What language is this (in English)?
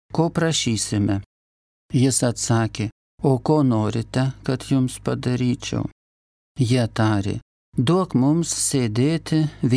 Lithuanian